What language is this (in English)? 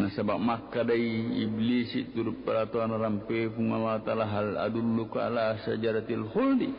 Buginese